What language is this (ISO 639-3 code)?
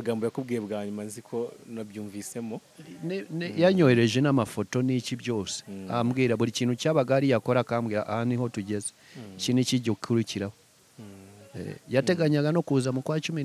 kin